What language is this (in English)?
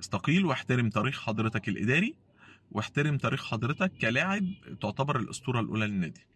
Egyptian Arabic